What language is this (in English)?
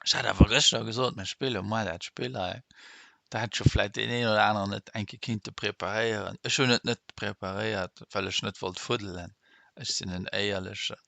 Luxembourgish